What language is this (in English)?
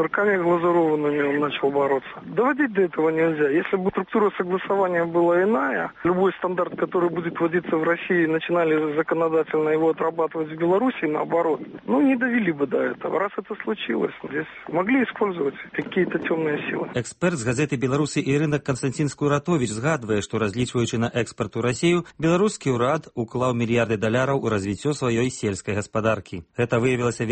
Belarusian